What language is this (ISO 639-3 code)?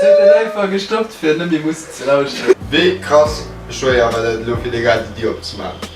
ltz